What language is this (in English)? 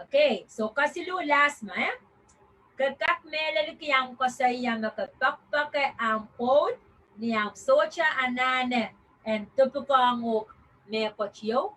Pohnpeian